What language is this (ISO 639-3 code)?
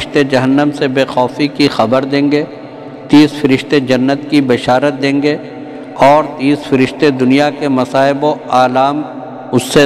urd